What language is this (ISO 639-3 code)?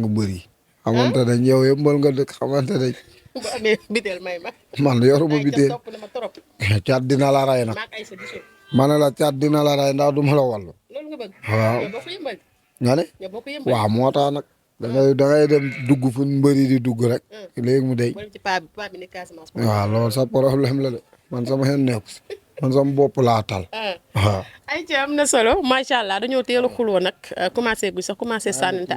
wol